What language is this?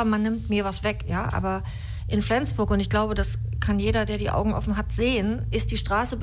German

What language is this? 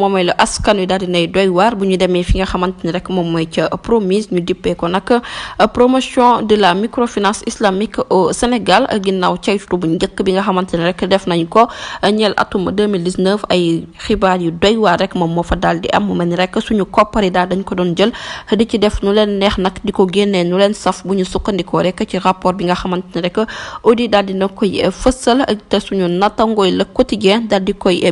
Wolof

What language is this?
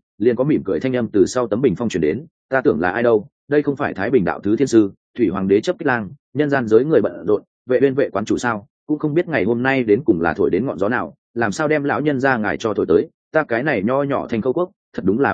Vietnamese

